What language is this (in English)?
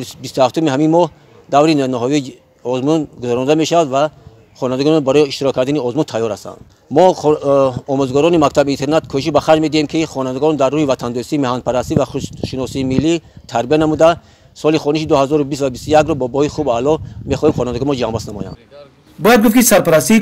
Tajik